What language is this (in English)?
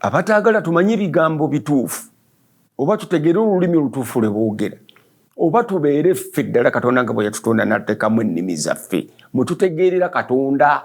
Ganda